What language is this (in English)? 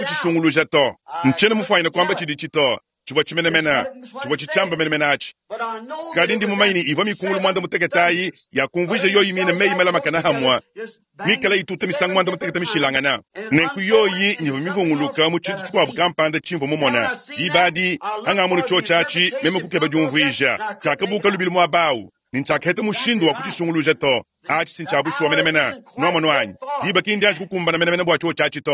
Luba-Lulua